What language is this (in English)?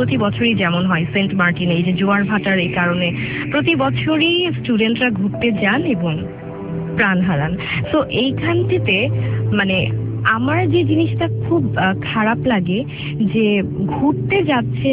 Bangla